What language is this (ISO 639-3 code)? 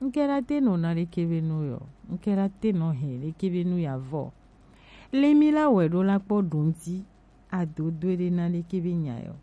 gej